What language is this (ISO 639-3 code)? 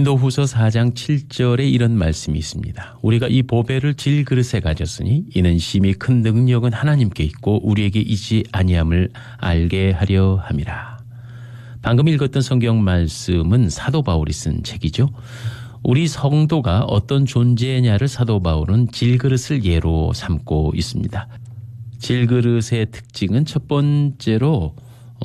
kor